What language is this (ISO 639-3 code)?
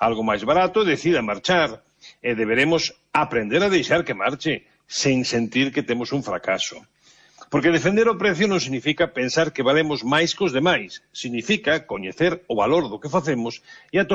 glg